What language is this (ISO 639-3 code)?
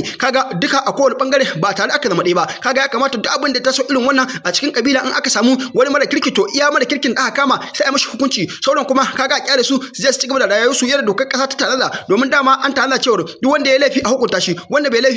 hau